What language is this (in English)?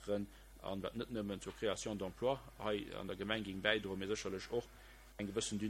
Luxembourgish